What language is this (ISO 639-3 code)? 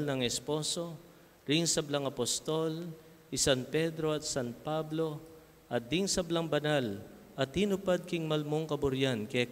pam